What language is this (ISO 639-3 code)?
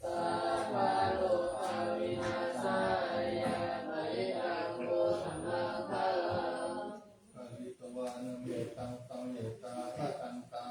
pli